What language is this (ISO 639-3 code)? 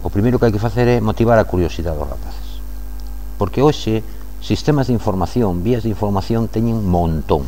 glg